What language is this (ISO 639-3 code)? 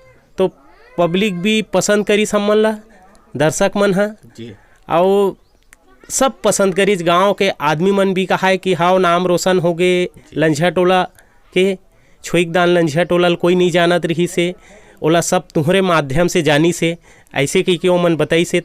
hne